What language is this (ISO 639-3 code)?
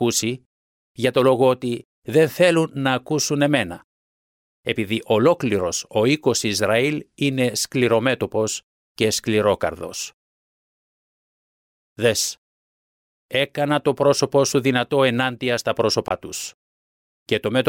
ell